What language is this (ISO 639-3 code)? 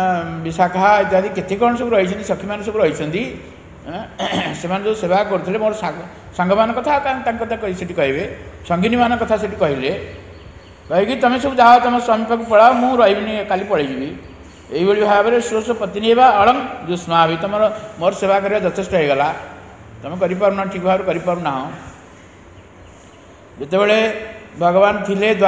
ori